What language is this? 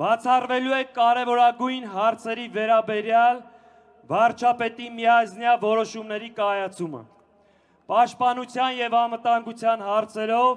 Armenian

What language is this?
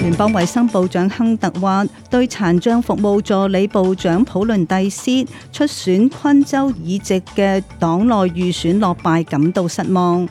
Cantonese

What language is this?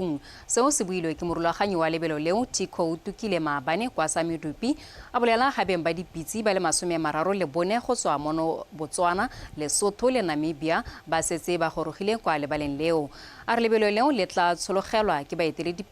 Tswana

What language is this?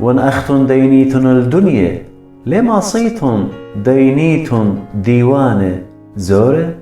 Assyrian Neo-Aramaic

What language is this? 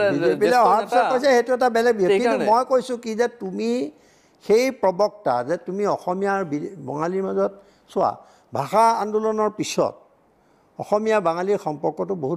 Assamese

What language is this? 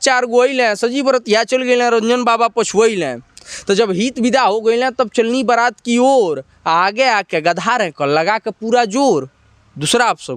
Bhojpuri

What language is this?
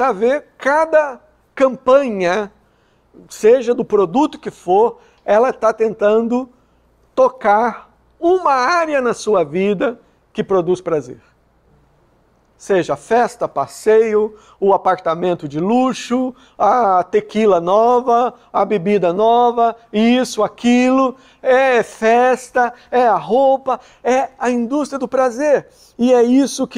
Portuguese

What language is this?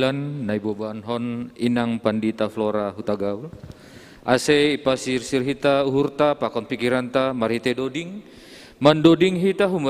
Batak Simalungun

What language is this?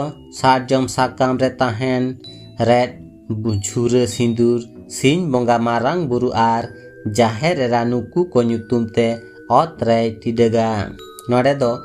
Santali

